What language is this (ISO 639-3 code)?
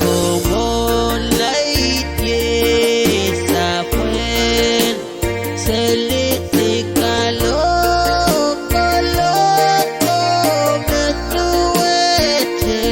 pon